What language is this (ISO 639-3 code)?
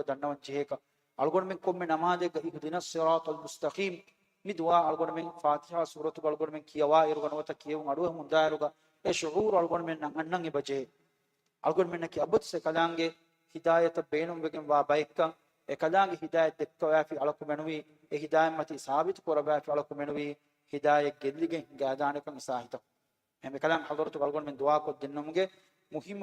div